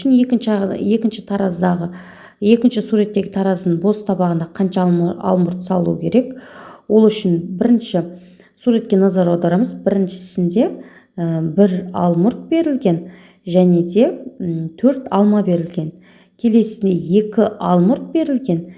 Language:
Kazakh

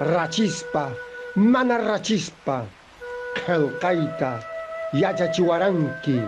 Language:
Quechua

